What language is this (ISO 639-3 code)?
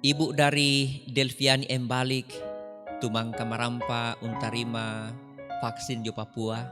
sda